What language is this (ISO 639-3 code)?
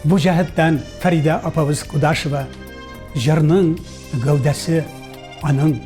tat